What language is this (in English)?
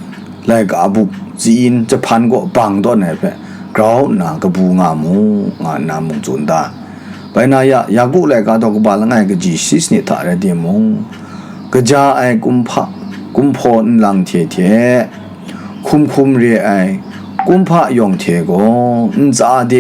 Kachin